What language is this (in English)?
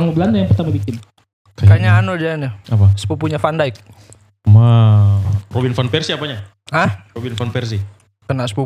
Indonesian